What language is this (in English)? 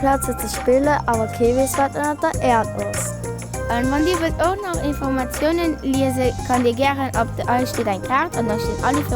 Luxembourgish